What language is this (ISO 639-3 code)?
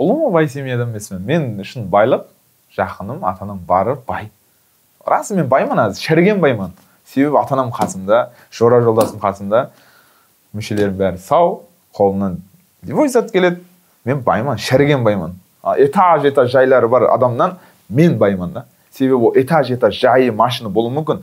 kaz